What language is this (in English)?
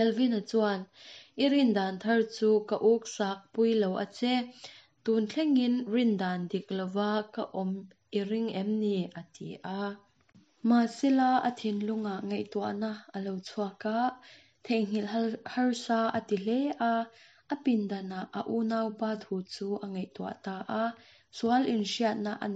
Mizo